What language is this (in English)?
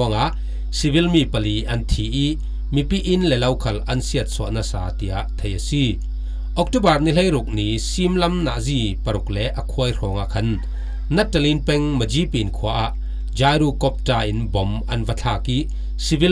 Falam Chin